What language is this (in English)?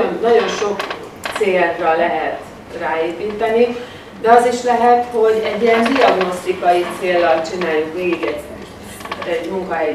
Hungarian